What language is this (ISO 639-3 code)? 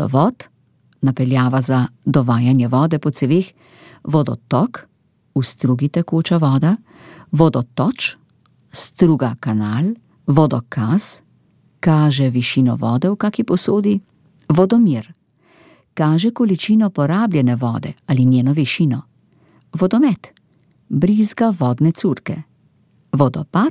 slv